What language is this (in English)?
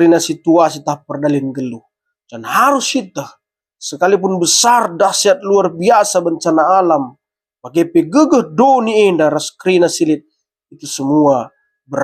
Batak Karo